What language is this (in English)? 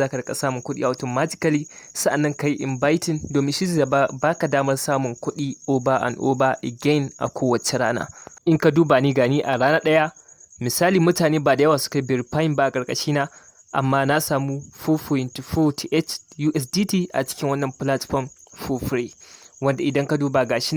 Hausa